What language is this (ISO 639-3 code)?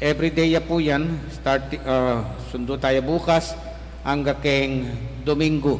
pam